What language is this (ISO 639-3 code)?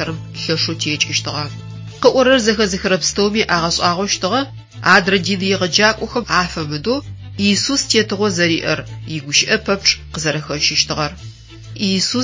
ady